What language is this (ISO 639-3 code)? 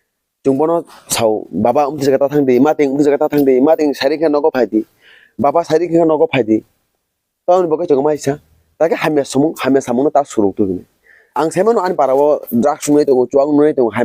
trp